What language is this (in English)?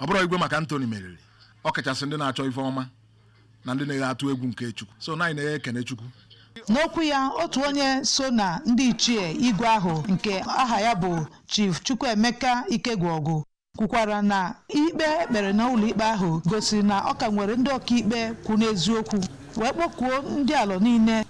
Igbo